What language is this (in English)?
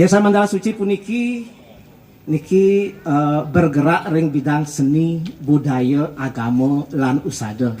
Balinese